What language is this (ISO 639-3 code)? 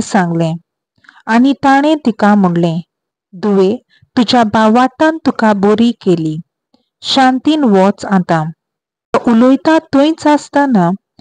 kok